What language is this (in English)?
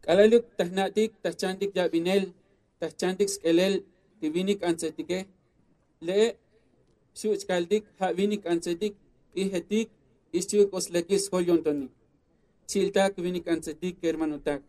Tzotzil